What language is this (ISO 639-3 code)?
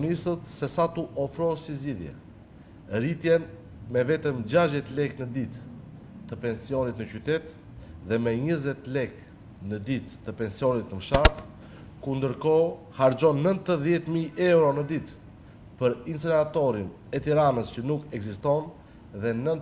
sqi